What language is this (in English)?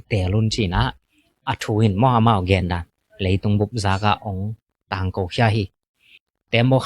Tedim Chin